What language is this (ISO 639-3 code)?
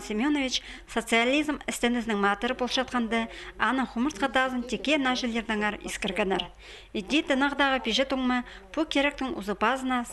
kjh